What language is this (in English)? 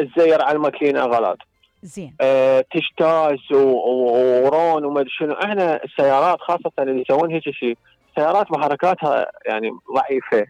Mesopotamian Arabic